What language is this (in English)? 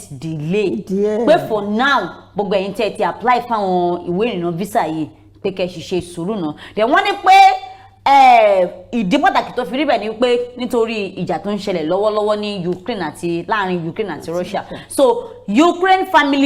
Yoruba